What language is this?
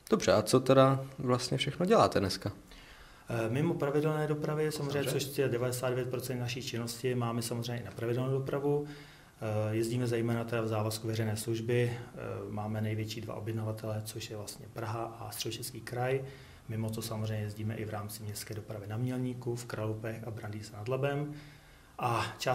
Czech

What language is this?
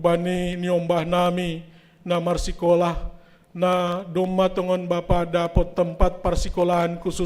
Batak Simalungun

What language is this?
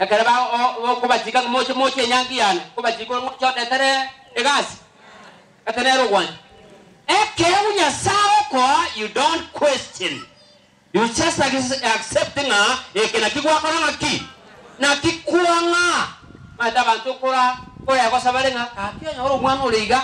Gusii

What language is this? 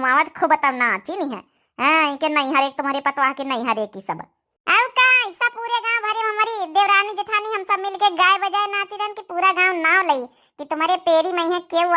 Awadhi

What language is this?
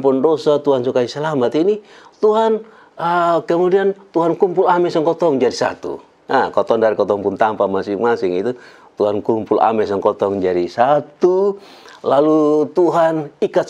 Kupang Malay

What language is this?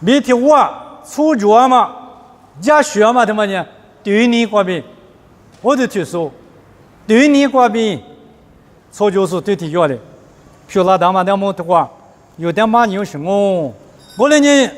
Lisu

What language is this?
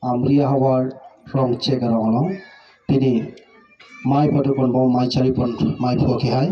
Karbi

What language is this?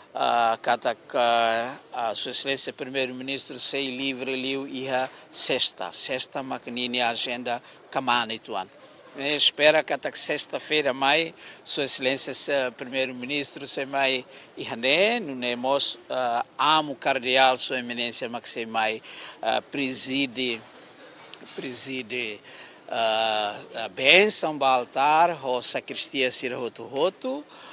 Tetum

